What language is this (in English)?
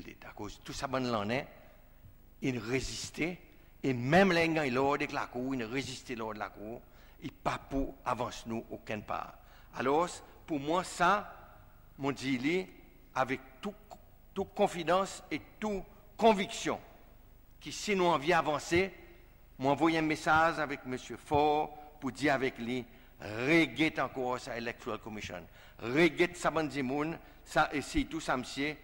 Seselwa Creole French